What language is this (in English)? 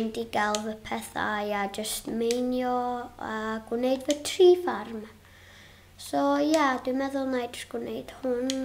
Welsh